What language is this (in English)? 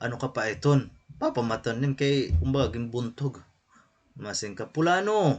Waray